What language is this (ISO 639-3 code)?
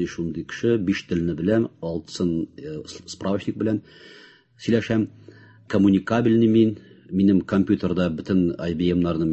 tat